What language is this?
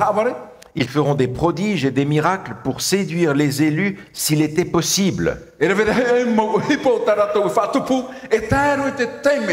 Tahitian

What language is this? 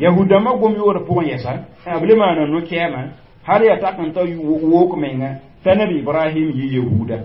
Mossi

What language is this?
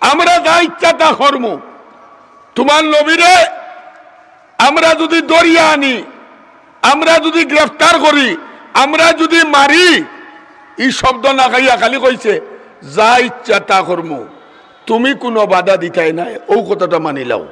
Sylheti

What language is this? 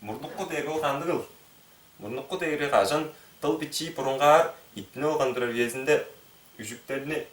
Tuvinian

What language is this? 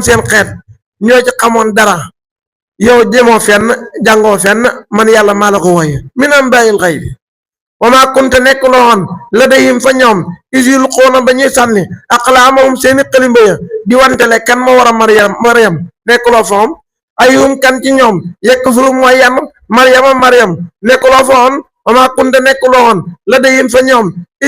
Wolof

